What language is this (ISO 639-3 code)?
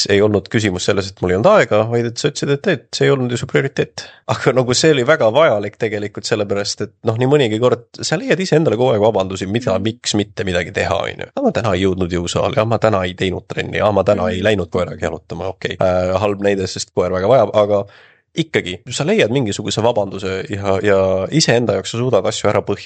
est